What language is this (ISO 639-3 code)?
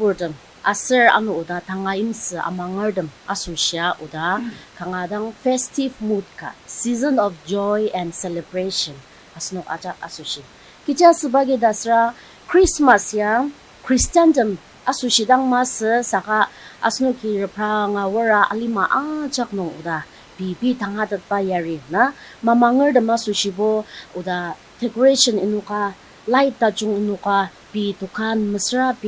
njo